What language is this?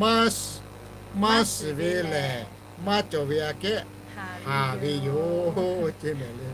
Lahu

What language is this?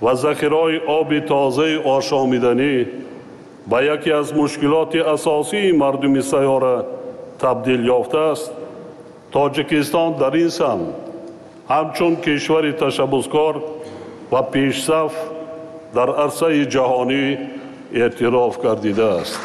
Tajik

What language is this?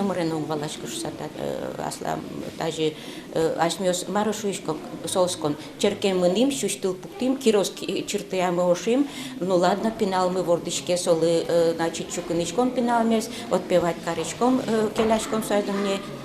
Udmurt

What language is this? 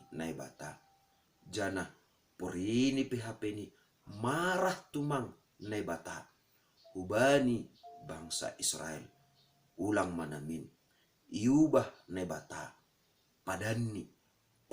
Batak Simalungun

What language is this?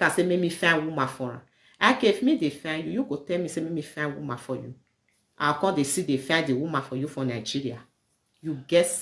Nigerian Pidgin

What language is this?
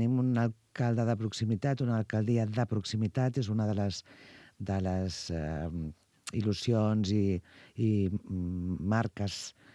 Catalan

